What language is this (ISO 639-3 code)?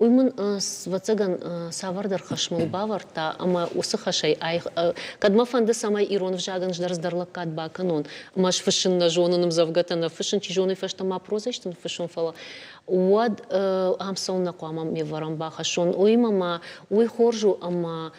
oss